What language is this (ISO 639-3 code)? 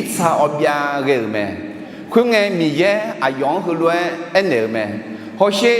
ahk